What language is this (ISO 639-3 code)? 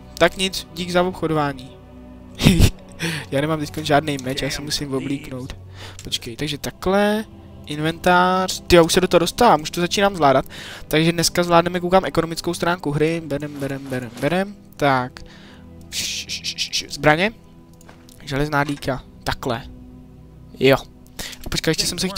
ces